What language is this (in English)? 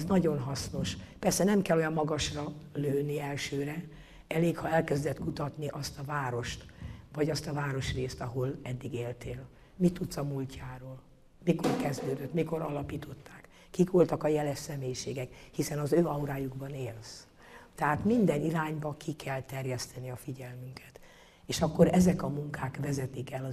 Hungarian